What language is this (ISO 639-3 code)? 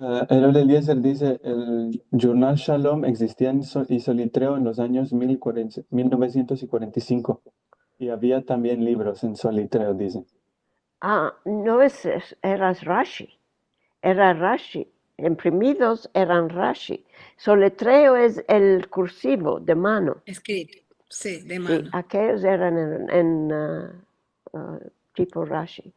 lad